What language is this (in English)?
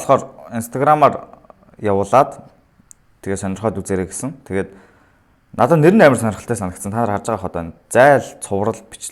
Mongolian